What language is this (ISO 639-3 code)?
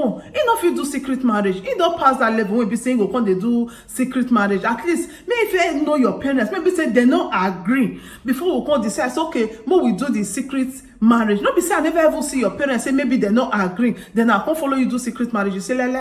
pcm